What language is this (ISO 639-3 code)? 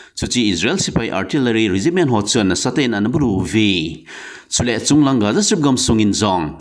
tcz